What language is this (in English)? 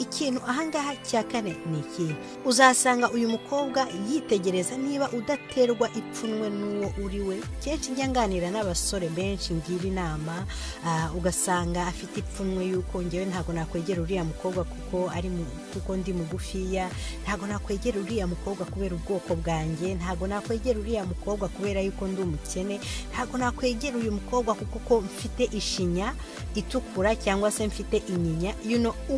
Kinyarwanda